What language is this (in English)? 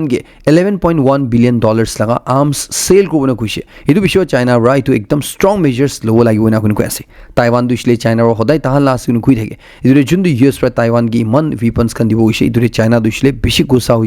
Naga Pidgin